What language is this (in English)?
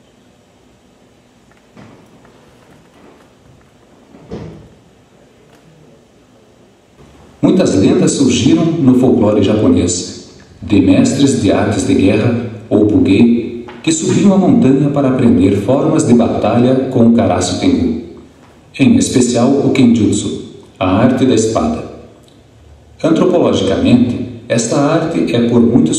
Portuguese